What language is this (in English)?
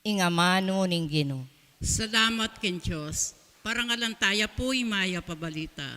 Pampanga